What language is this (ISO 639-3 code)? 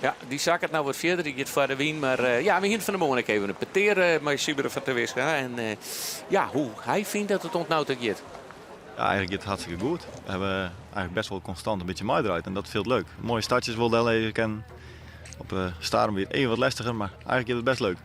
fry